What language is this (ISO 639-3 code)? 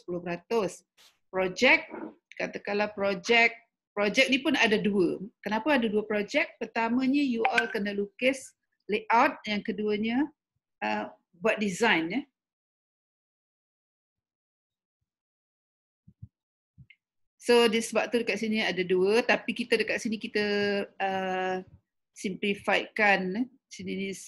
msa